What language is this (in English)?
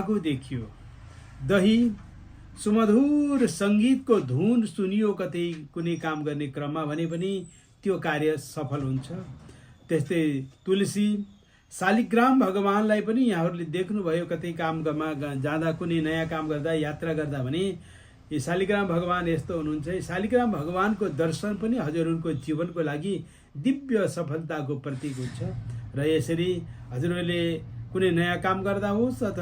Nepali